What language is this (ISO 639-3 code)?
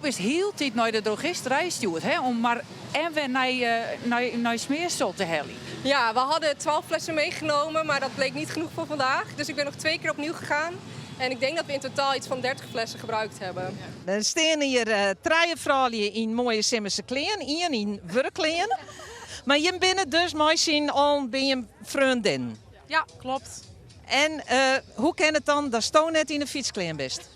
fry